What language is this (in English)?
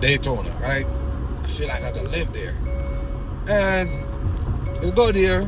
Jamaican Creole English